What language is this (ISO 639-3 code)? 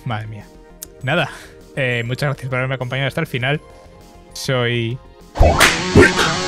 spa